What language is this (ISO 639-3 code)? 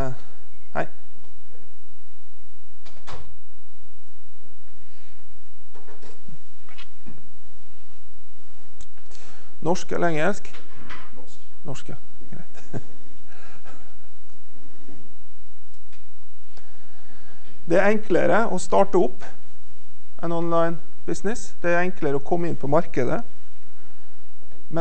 nor